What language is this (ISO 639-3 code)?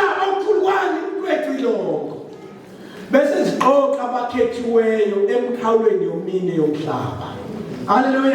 zul